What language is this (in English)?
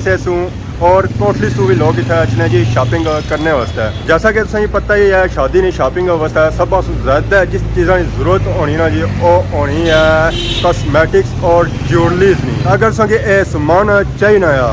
Pahari-Potwari